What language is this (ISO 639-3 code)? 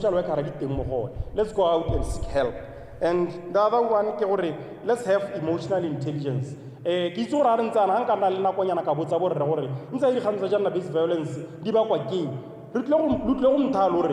tsn